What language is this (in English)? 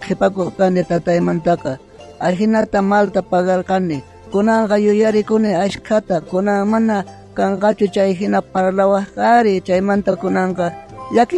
South Bolivian Quechua